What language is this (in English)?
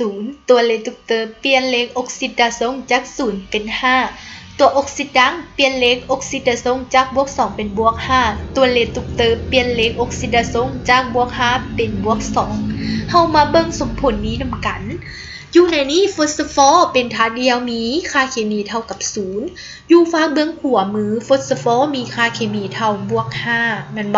Lao